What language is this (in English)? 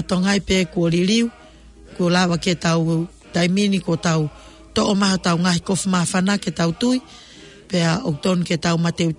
Tongan